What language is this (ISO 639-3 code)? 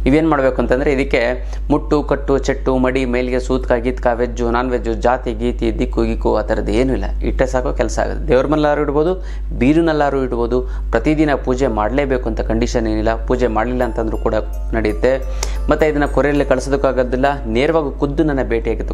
kan